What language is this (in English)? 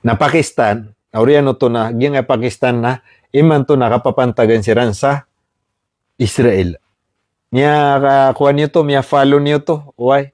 Maranao